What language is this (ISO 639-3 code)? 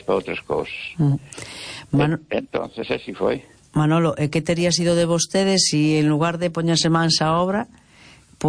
glg